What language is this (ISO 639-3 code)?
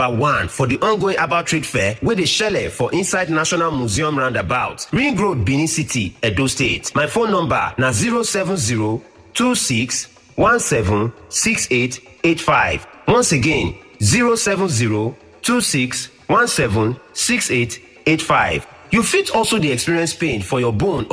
pcm